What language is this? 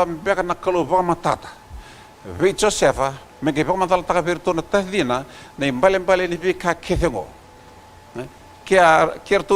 Fijian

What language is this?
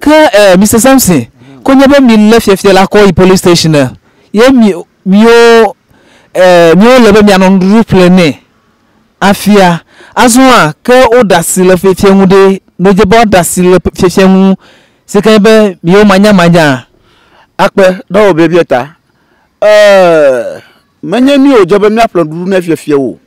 Ewe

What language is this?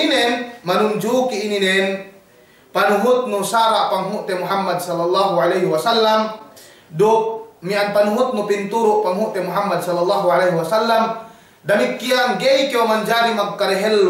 Yakan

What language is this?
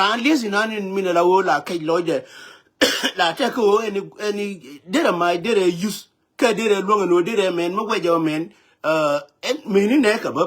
Nuer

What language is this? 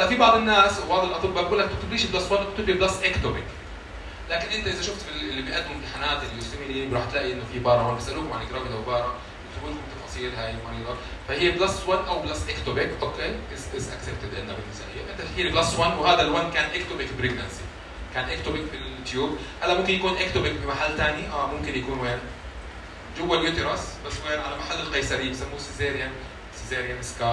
South Levantine Arabic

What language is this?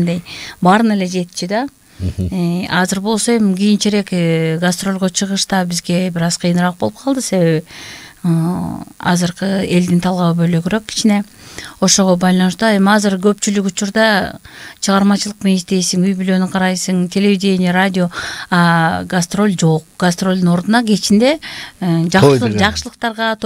Kyrgyz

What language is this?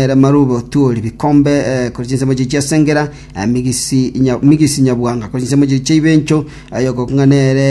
Gusii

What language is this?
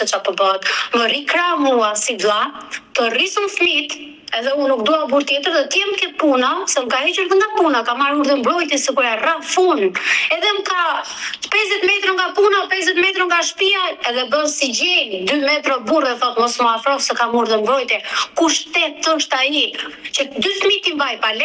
Albanian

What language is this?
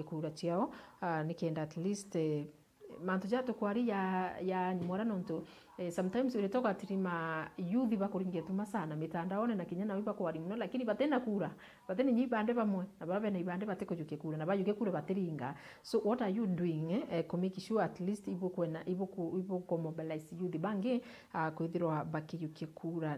Meru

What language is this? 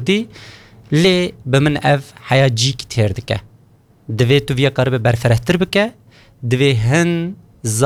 Kurdish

